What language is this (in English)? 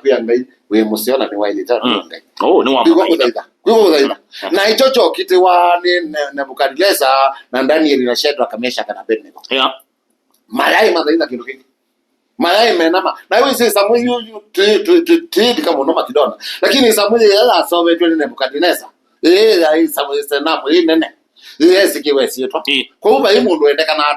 Kamba